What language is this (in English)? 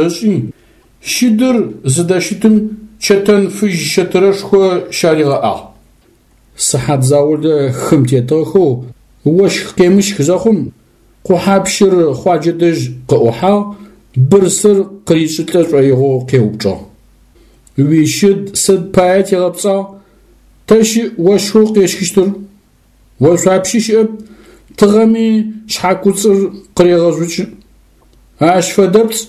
Adyghe